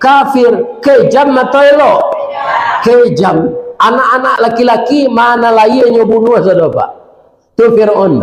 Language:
Minangkabau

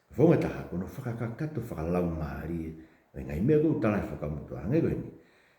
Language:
Tongan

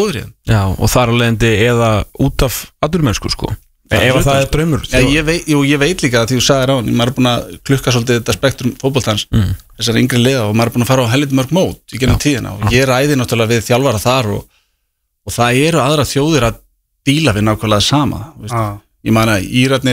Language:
Icelandic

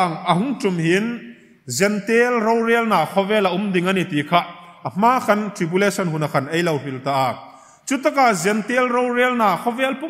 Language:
Hmar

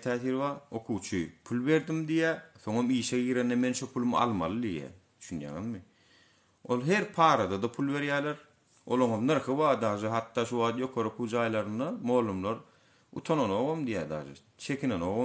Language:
Turkmen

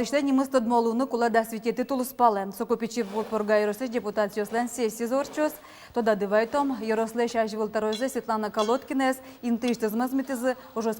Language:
Udmurt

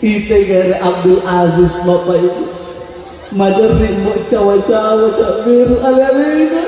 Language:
Buginese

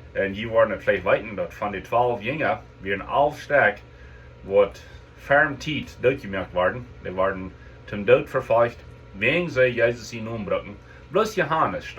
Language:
Plautdietsch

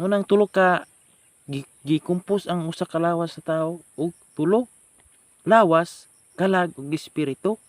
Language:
Cebuano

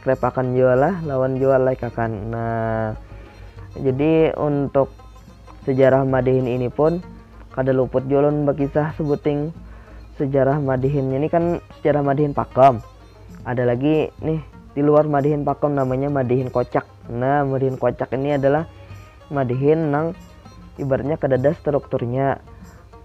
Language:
Banjar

